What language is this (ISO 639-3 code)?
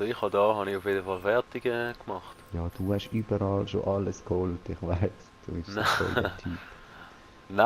gsw